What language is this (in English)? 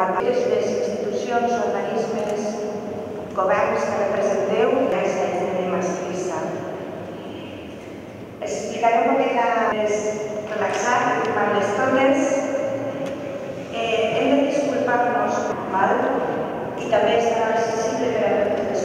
Catalan